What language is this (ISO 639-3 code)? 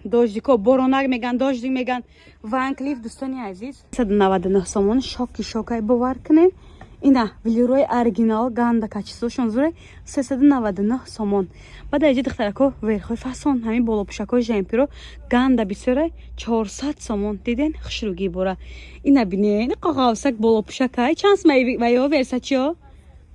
tgk